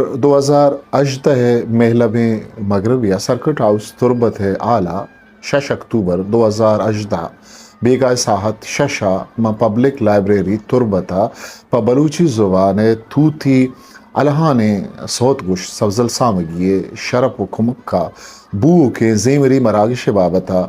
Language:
Eastern Balochi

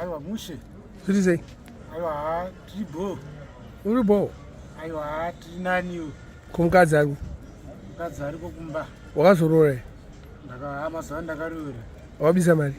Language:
Shona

